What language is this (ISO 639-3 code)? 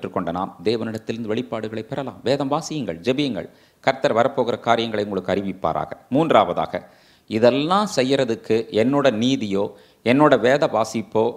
tam